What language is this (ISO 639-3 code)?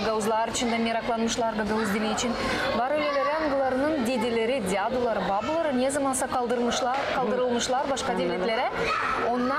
gag